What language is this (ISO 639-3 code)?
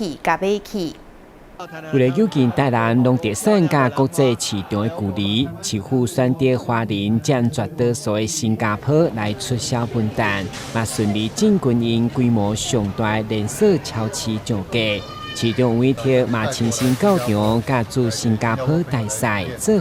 nan